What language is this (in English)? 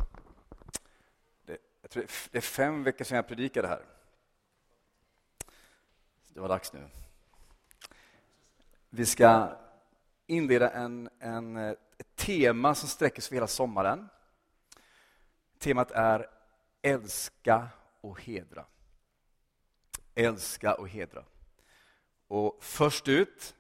Swedish